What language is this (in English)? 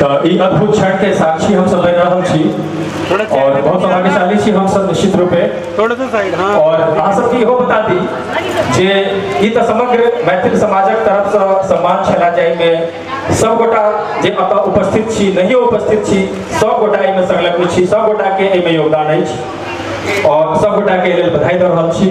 Maithili